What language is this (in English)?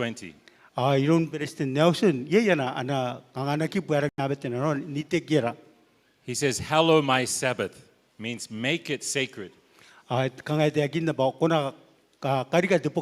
Gilbertese